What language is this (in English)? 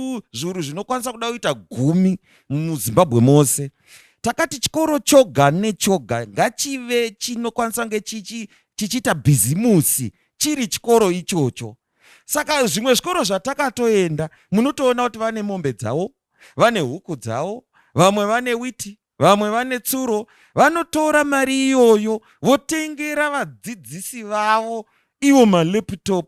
Shona